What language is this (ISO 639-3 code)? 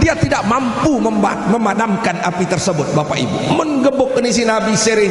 sas